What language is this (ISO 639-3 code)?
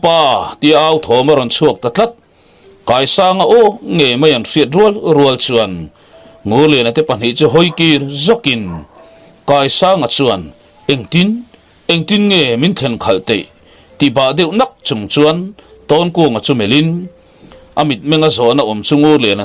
lus